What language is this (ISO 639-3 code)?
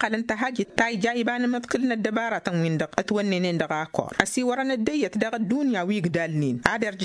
taq